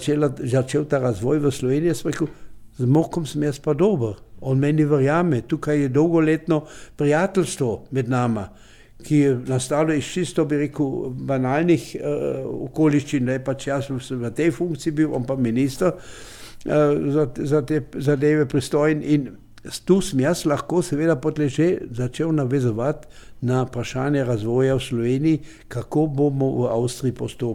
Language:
Slovenian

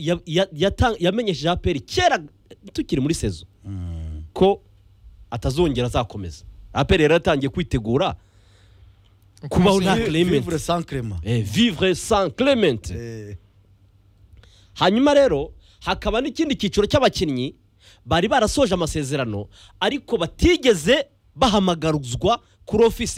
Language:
Kinyarwanda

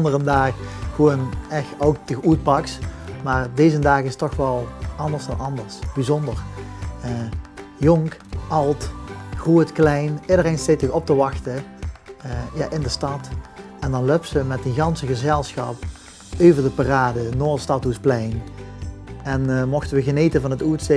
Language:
Limburgish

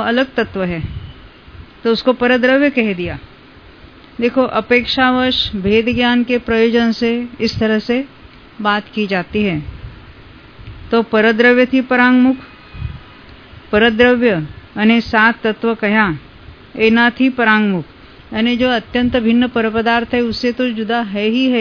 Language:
Hindi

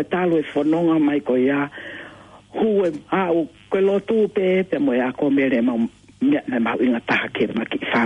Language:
Tongan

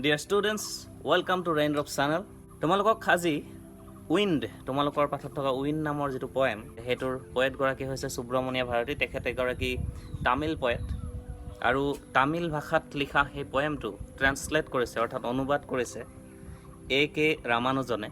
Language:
Assamese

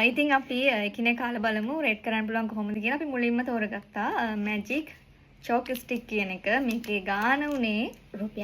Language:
Sinhala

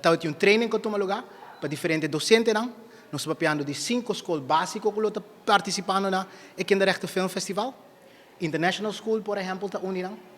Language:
Papiamento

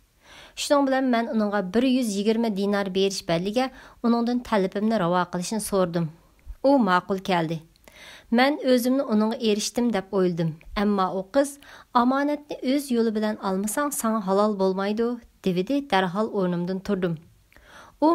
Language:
Uyghur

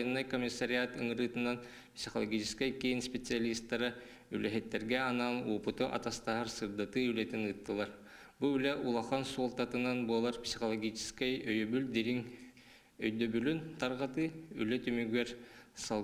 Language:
Yakut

